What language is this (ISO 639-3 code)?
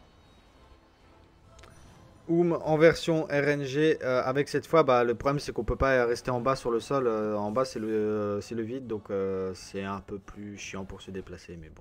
fra